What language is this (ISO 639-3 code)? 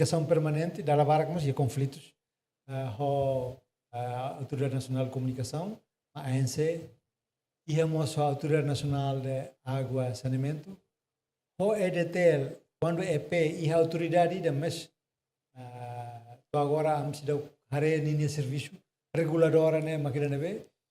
tet